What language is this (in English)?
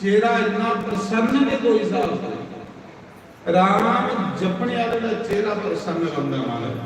Dogri